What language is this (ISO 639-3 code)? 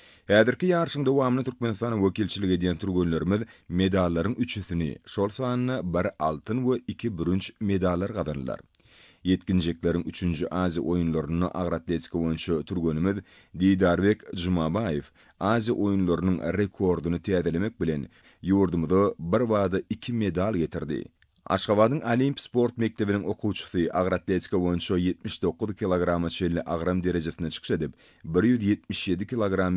tuk